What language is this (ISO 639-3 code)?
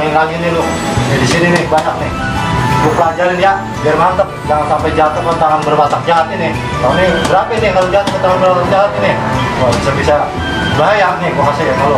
bew